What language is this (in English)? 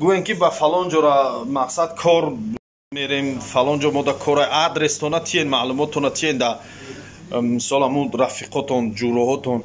Tajik